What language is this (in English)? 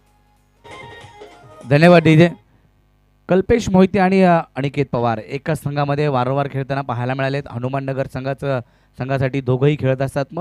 Marathi